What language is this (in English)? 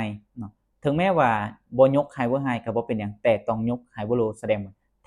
Lao